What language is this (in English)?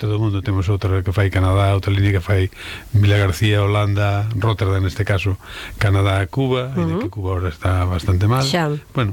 Galician